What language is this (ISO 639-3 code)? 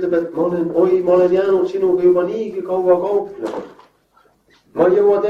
est